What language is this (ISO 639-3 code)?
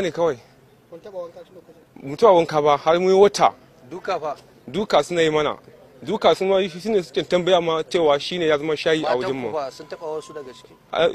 hau